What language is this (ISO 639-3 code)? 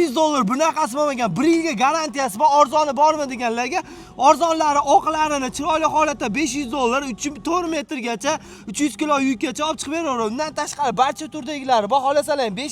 uzb